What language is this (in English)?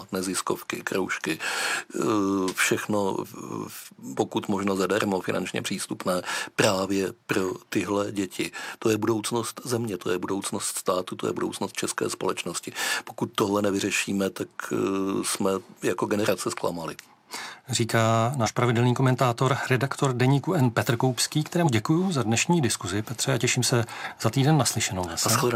Czech